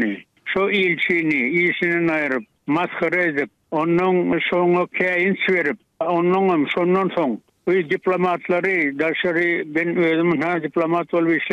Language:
Turkmen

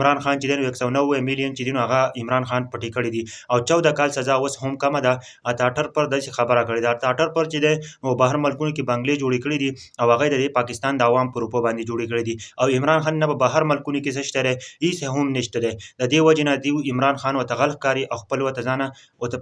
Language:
Pashto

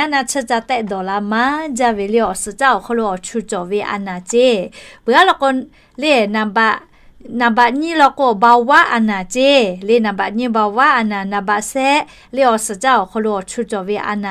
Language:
Lahu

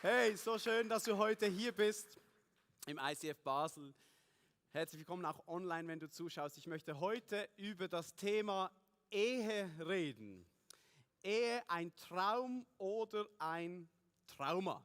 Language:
Swiss German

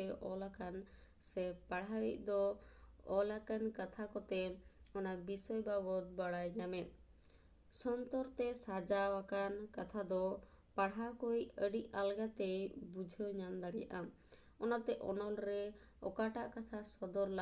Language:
Santali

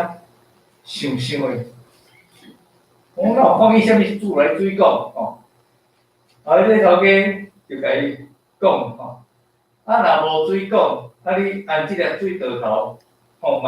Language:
Min Nan Chinese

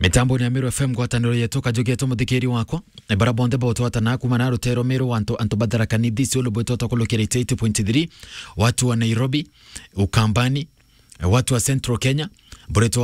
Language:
Meru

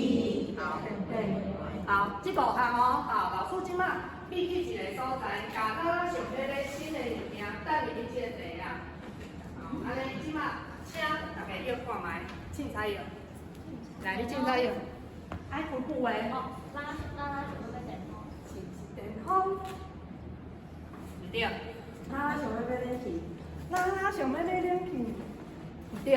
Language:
Min Nan Chinese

